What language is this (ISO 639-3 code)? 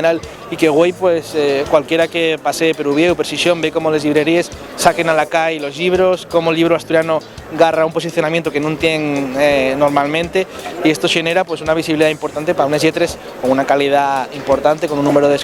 ast